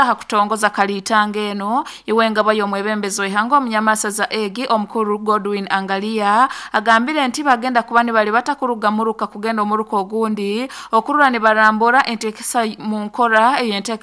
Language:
Nyoro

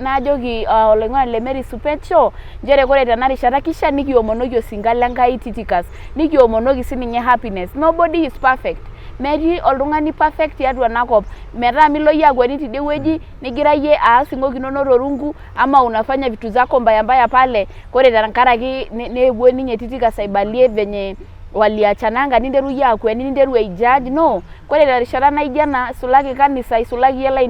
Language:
Masai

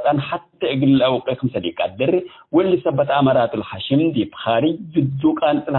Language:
Tigre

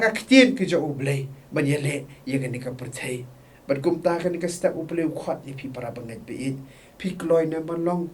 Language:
Khasi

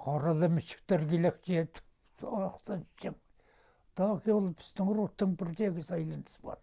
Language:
Khakas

